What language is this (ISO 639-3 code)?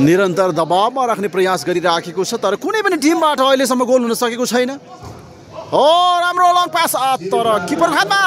nep